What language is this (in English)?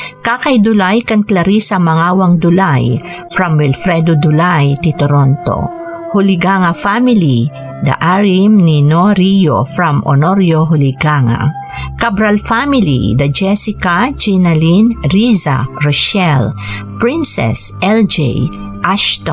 Iloko